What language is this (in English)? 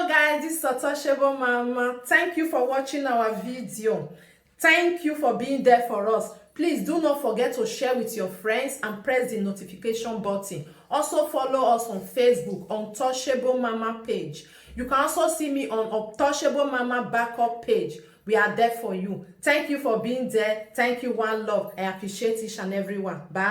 Nigerian Pidgin